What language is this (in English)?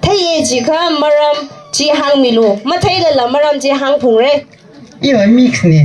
Tangkhul Naga (India)